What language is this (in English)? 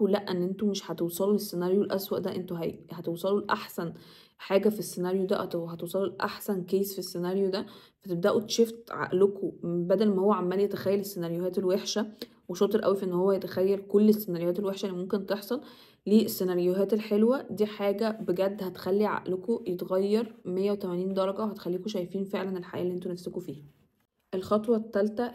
Egyptian Arabic